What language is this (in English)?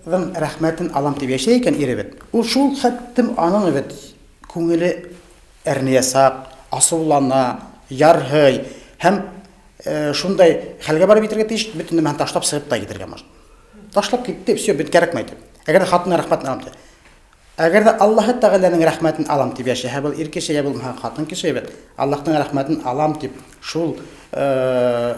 Bashkir